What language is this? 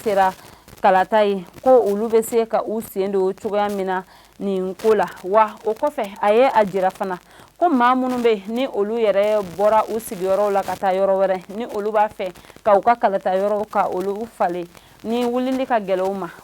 Bambara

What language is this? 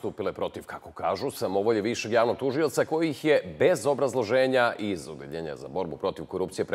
Serbian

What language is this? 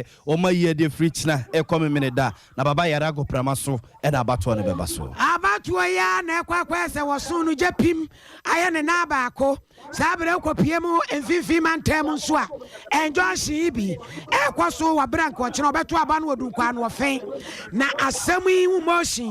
Akan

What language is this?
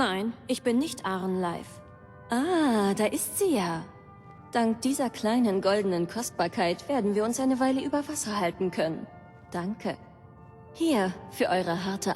Bavarian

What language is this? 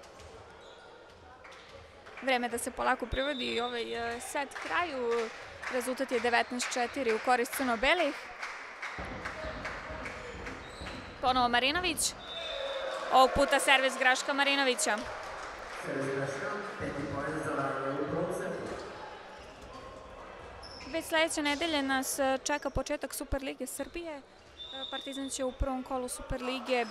Serbian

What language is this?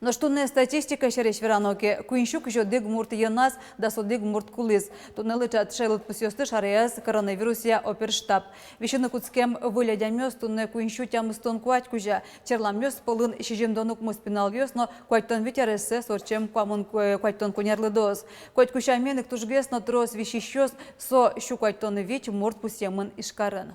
Udmurt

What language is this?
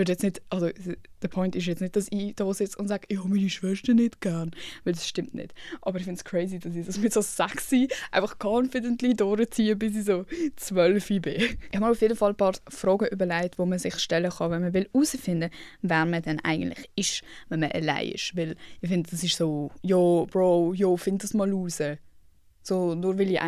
Swiss German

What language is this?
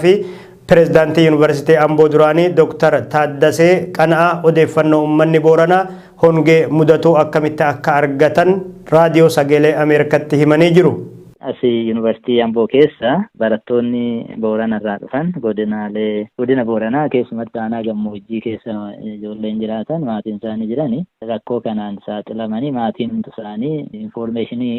Oromo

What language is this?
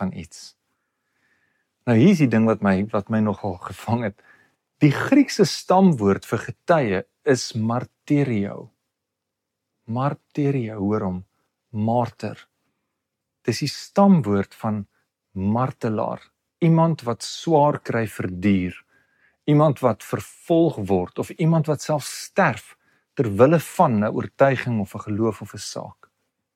Afrikaans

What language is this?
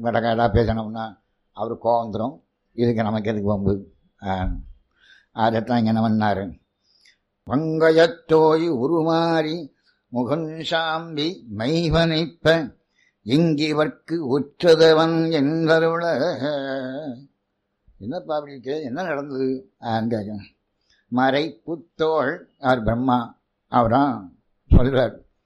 Tamil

